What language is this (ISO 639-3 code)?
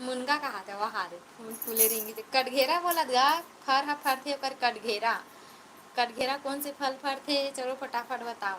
hne